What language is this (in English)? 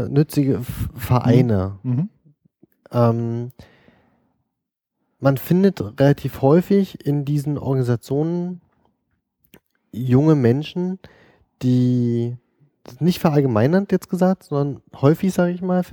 German